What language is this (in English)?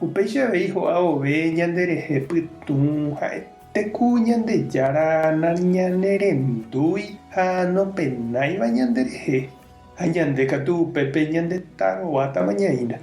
Guarani